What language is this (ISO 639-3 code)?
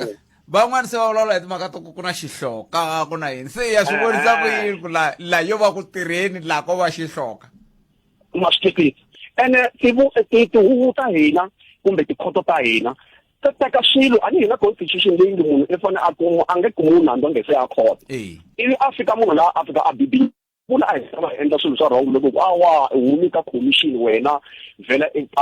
tso